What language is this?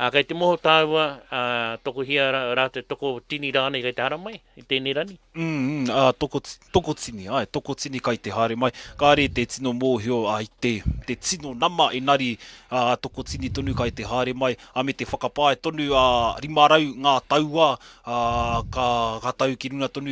Māori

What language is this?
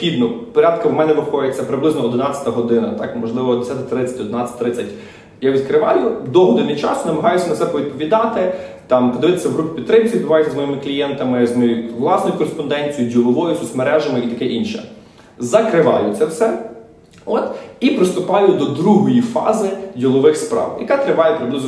Ukrainian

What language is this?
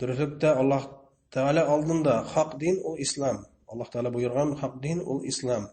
Bashkir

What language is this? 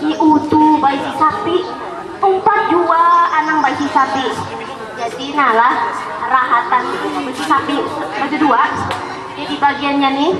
Banjar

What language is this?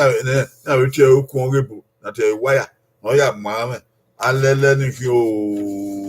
Bini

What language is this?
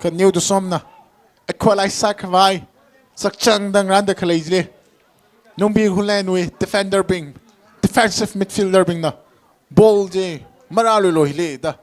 Tangkhul Naga (India)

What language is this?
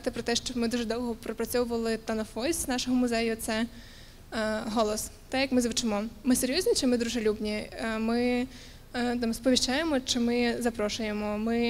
Ukrainian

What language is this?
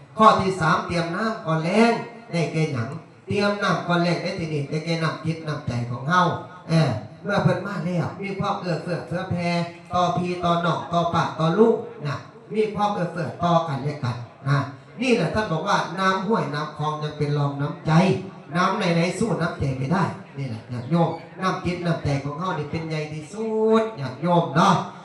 Northeastern Thai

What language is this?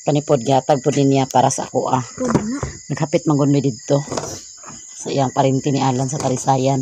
Cebuano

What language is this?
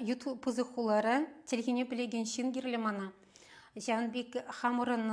Chuvash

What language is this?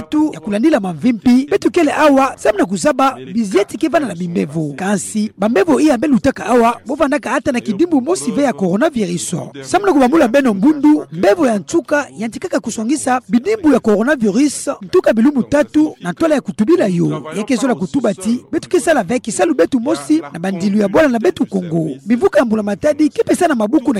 Kituba (Democratic Republic of Congo)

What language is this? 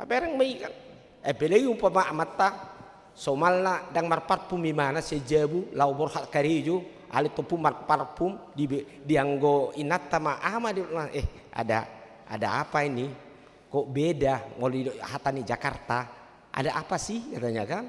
Batak Toba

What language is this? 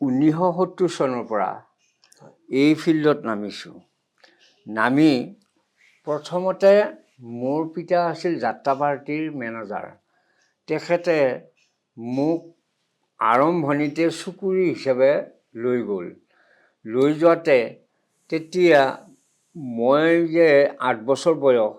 Assamese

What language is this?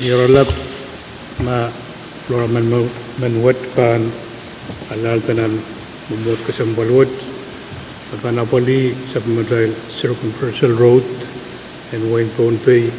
Pohnpeian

